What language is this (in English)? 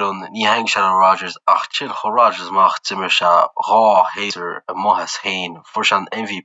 Irish